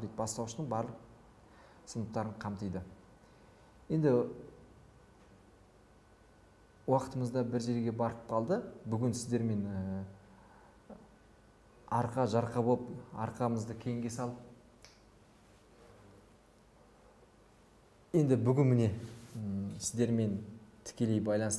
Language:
Kazakh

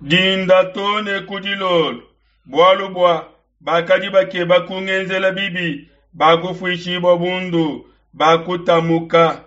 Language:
Luba-Lulua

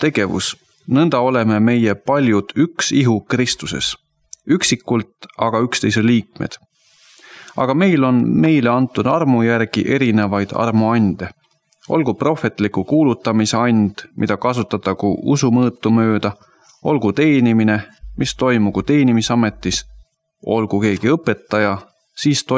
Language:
Estonian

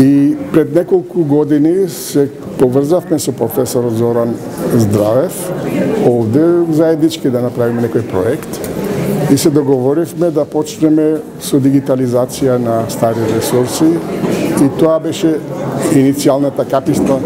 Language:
Macedonian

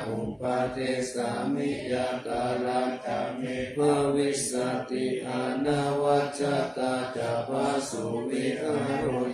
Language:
Pali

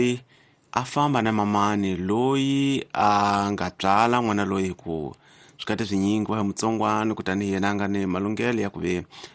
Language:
Tsonga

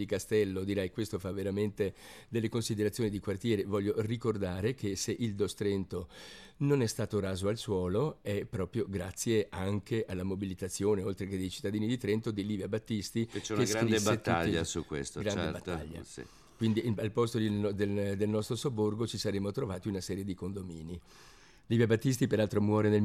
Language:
Italian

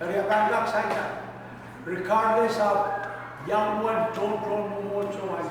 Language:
Pohnpeian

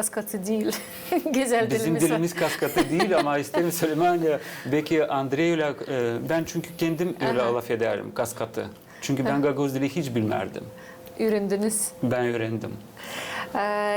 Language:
Gagauz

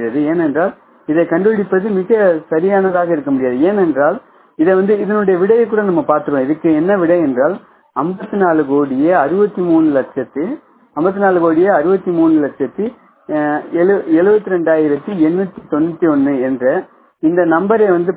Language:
Tamil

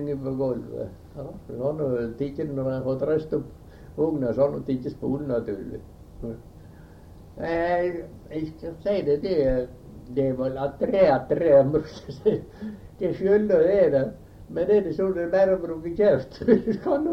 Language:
Norwegian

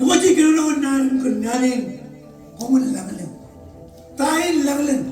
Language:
Marshallese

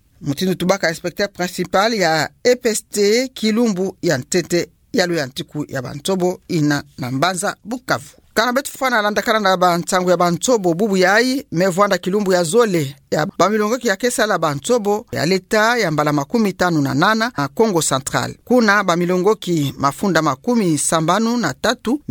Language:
Kituba (Democratic Republic of Congo)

